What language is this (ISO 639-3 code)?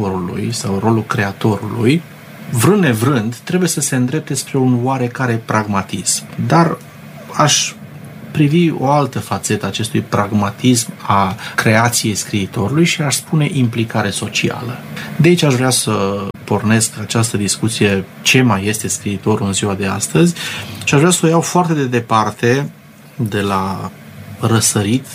ron